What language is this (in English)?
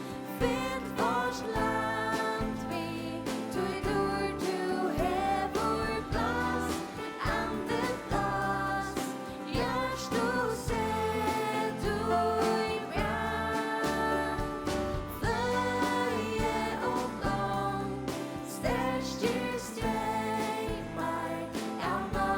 Faroese